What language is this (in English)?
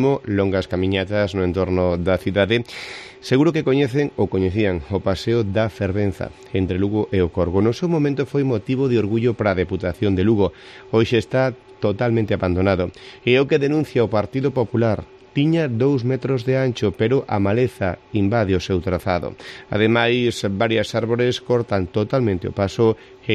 Galician